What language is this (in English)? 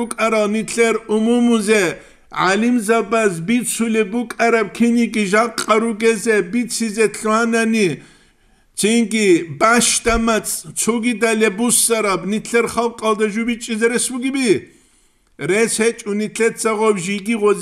Avaric